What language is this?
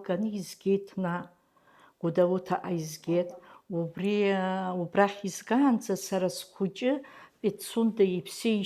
Abkhazian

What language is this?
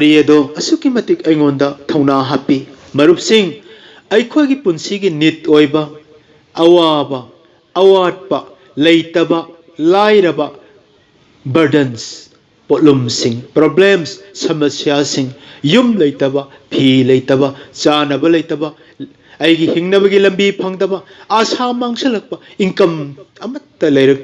Manipuri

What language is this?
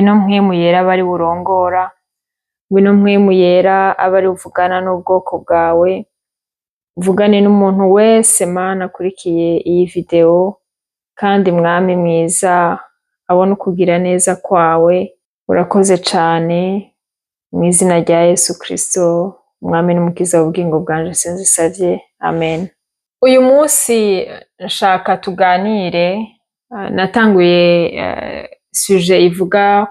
Rundi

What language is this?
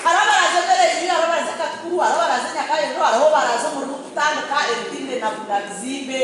Nyankole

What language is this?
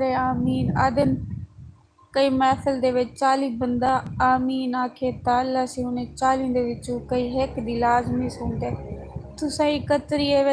Saraiki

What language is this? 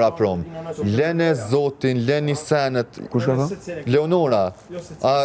Albanian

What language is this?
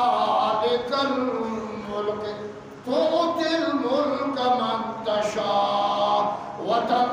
Eastern Balochi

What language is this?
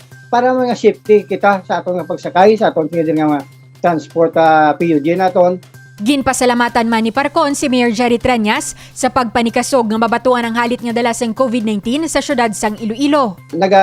Hiligaynon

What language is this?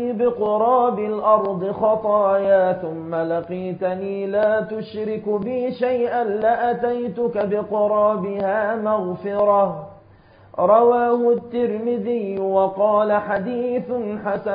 Arabic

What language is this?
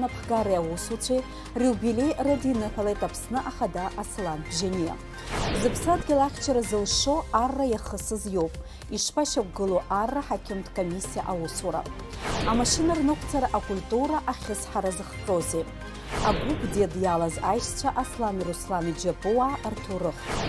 Abkhazian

